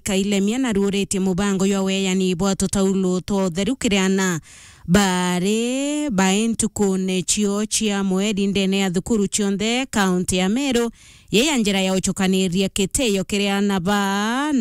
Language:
Meru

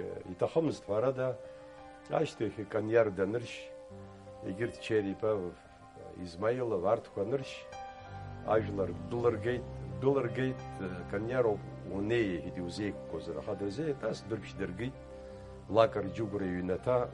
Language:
Abkhazian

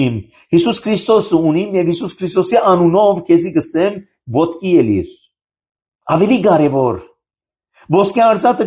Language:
Armenian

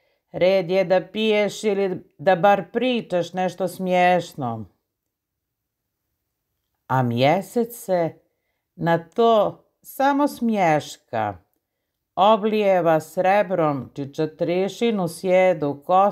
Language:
Serbian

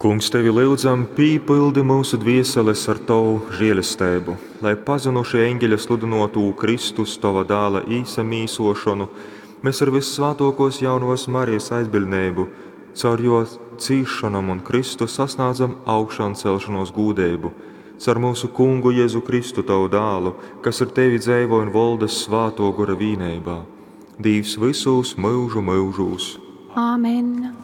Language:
Latgalian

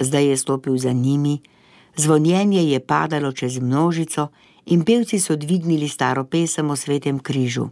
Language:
Slovenian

